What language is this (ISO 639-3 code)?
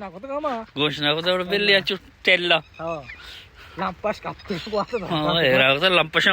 bal